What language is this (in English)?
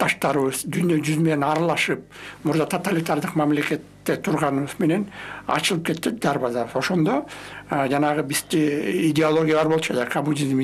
Kyrgyz